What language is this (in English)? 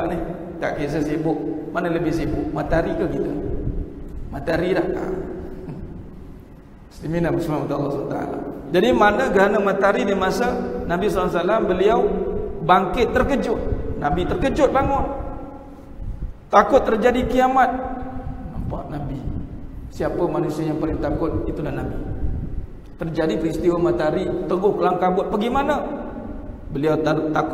Malay